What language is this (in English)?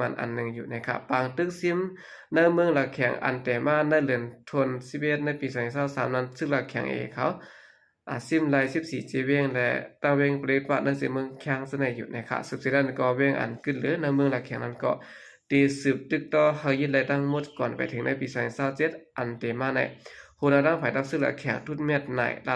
Shan